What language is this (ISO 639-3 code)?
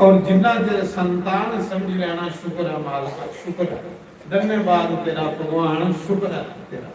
doi